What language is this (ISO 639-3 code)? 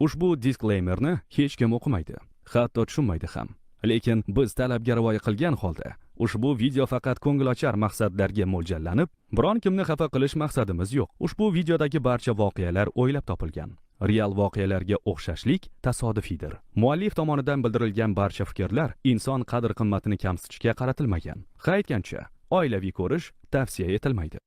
uzb